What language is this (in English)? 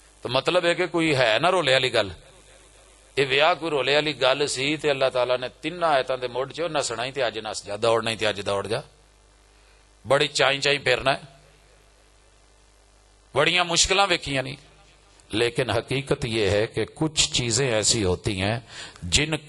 Western Panjabi